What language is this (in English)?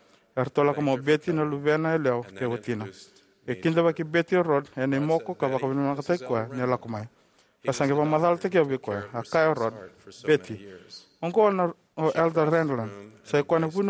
Fijian